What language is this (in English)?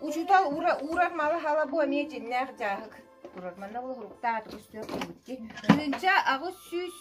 Yakut